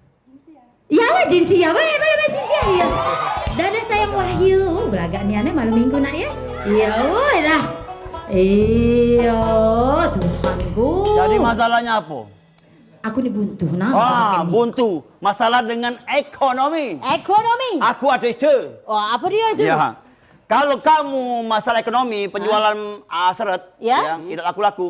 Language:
Musi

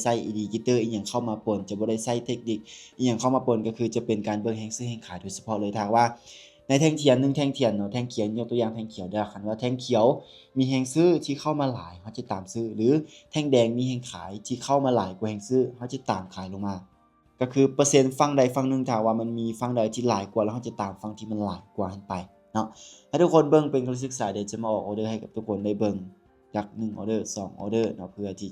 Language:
Lao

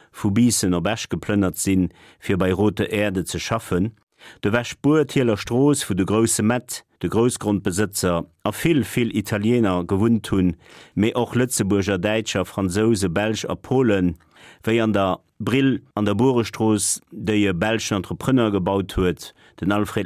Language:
Luxembourgish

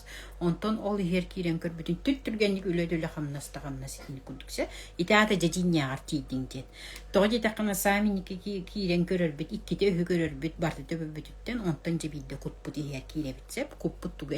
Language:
Yakut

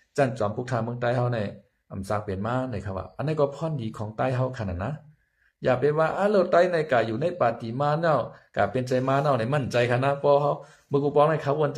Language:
Shan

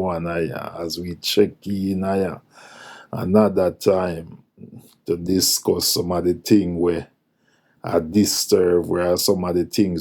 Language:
Jamaican Creole English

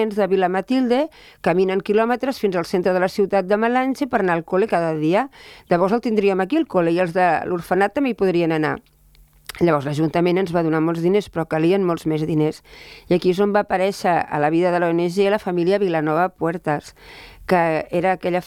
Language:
Catalan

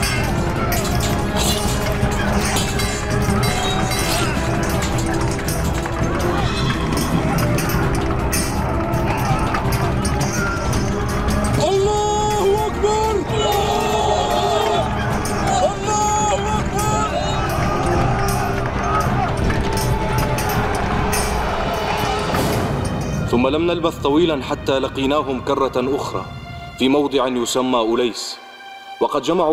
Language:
Arabic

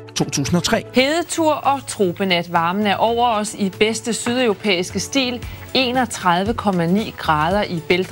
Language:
Danish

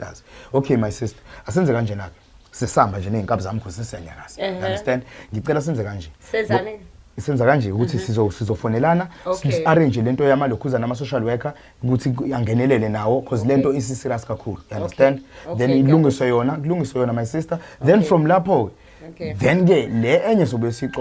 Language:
Zulu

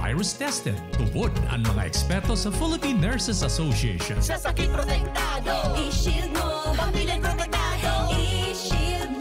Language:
Bikol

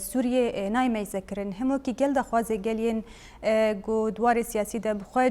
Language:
Kurdish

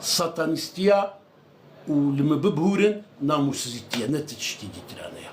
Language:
Kurdish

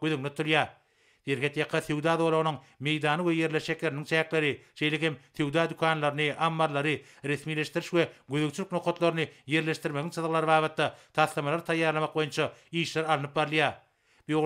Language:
Turkmen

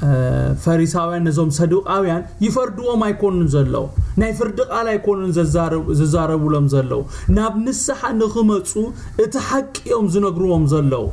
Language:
Tigrinya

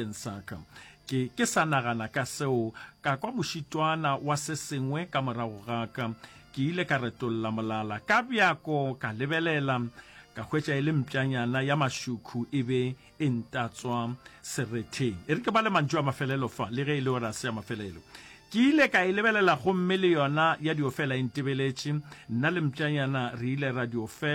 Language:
Northern Sotho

